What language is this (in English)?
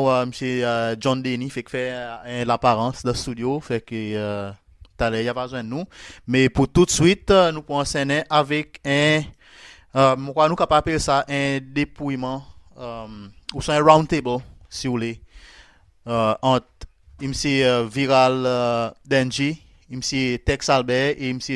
Seselwa Creole French